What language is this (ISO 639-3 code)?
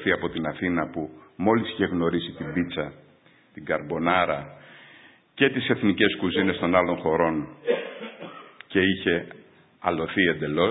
ell